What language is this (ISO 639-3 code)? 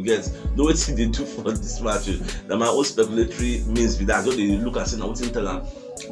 pcm